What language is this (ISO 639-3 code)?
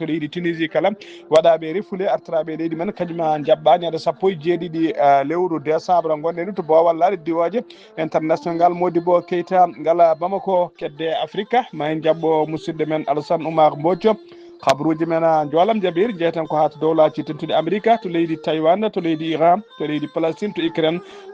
ful